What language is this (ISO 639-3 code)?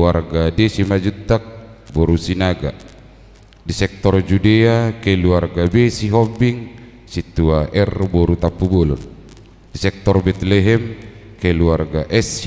bbc